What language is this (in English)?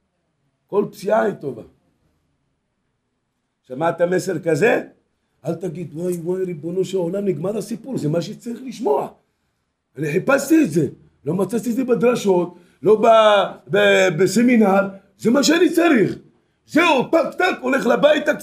Hebrew